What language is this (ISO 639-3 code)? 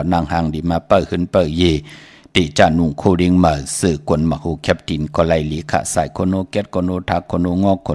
shn